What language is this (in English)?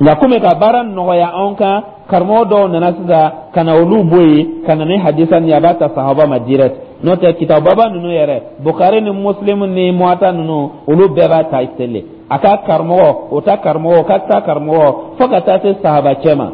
Dyula